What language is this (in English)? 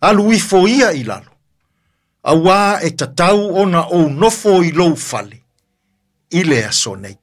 Samoan